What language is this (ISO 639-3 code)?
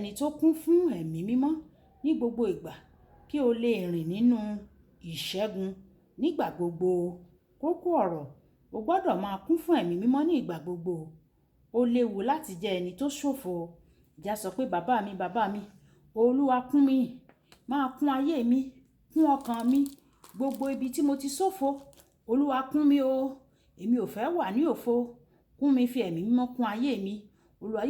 yor